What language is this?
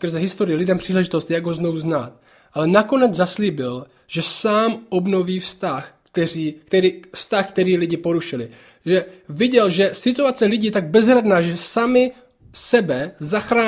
Czech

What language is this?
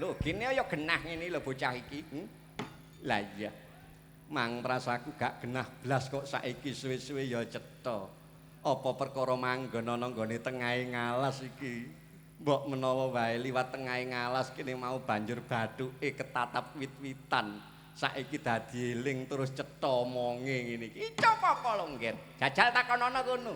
Javanese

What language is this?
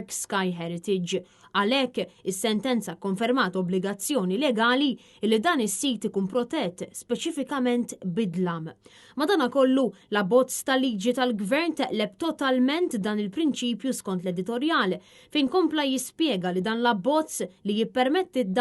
Maltese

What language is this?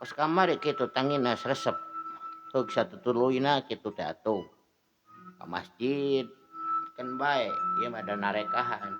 Sundanese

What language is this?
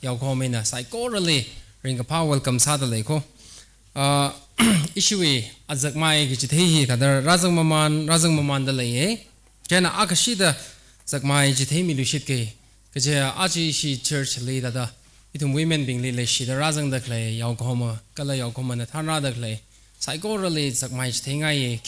Tangkhul Naga (India)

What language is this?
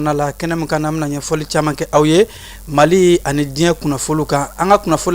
Bambara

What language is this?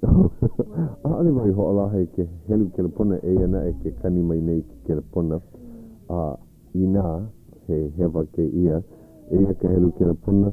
Hawaiian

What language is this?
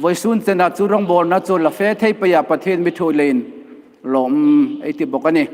Hmar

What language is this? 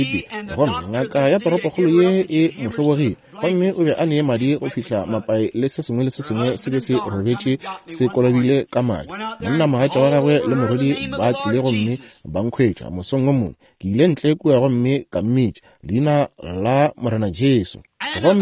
Northern Sotho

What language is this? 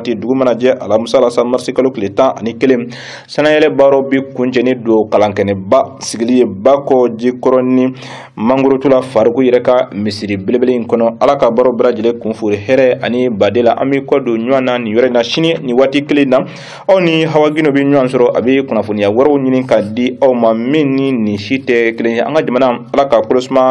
Bambara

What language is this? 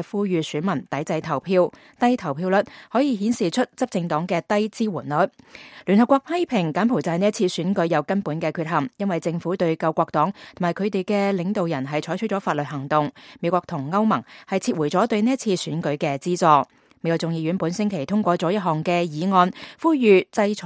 Cantonese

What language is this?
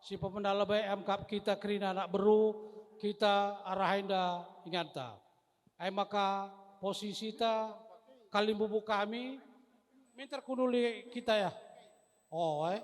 Batak Karo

